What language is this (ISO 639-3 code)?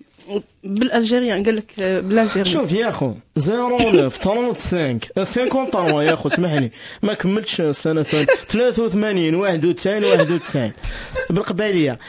ary